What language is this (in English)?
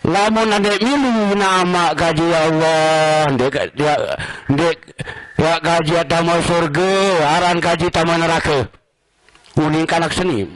Sasak